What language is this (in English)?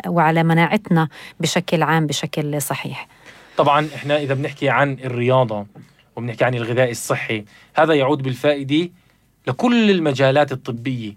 North Levantine Arabic